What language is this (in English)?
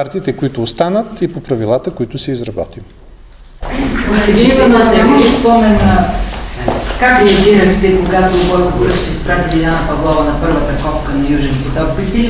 Bulgarian